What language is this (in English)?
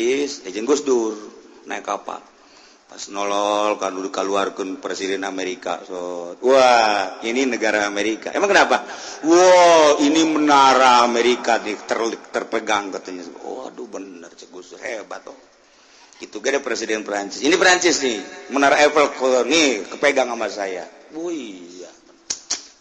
Sundanese